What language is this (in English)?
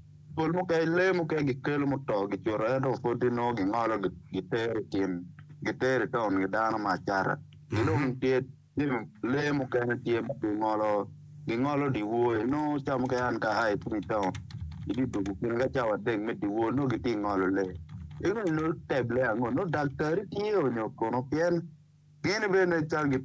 Acoli